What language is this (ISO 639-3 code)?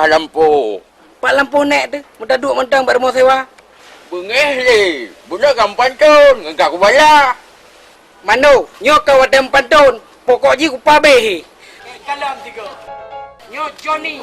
ace